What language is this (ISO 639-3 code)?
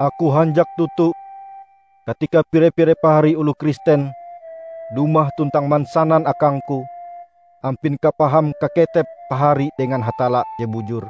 nij